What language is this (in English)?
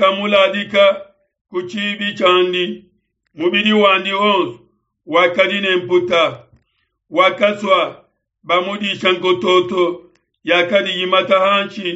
Luba-Lulua